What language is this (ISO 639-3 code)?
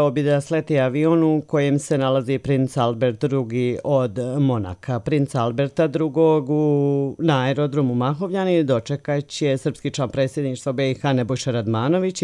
hrv